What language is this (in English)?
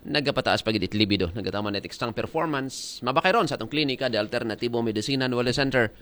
Aklanon